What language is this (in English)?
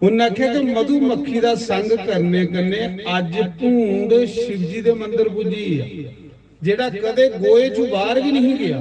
Dogri